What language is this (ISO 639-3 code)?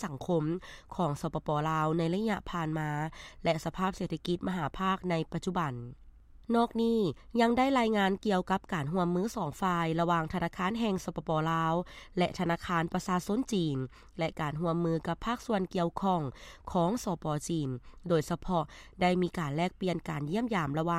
lao